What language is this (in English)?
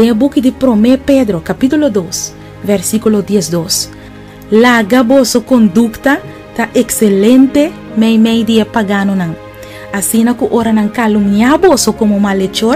Papiamento